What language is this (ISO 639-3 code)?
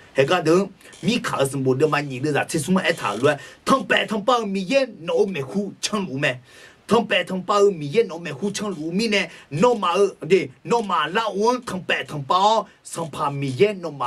ahk